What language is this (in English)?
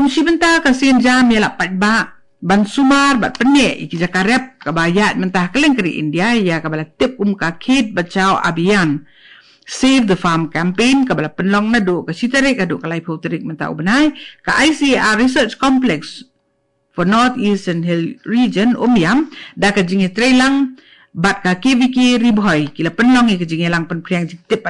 Khasi